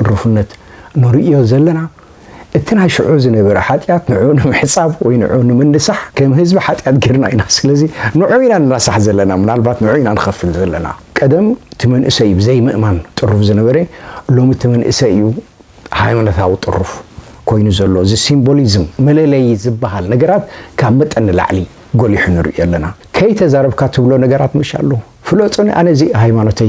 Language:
Tigrinya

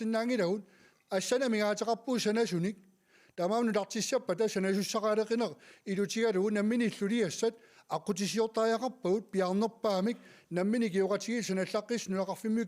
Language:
Kalaallisut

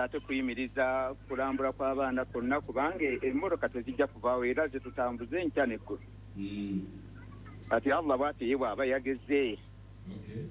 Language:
Ganda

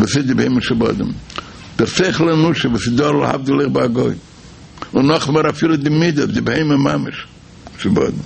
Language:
Yiddish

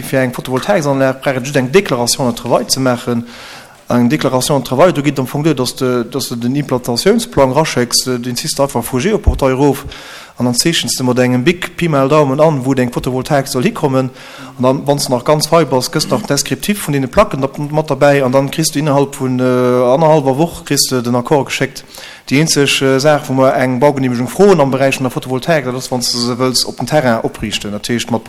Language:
Luxembourgish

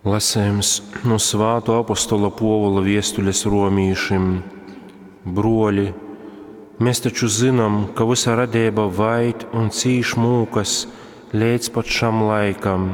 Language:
Latgalian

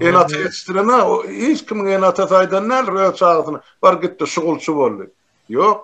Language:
Turkmen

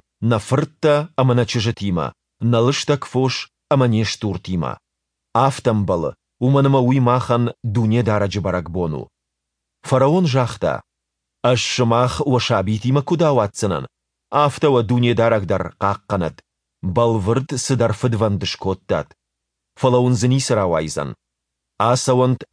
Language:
Ossetic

